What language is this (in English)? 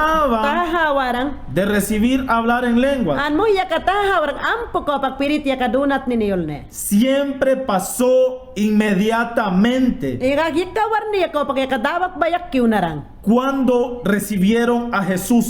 Mayangna